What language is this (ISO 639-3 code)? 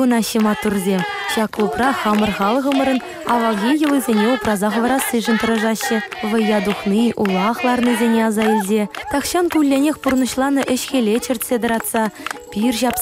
chv